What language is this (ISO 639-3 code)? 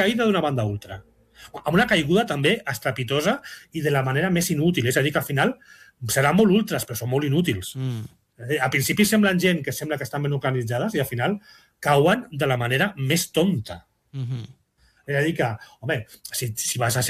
cat